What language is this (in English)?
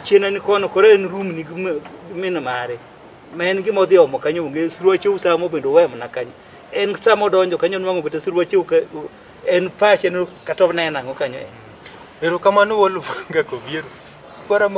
Luo (Kenya and Tanzania)